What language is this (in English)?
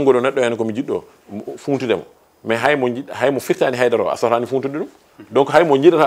Fula